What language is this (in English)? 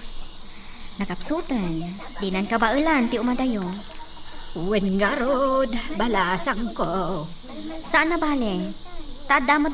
Iloko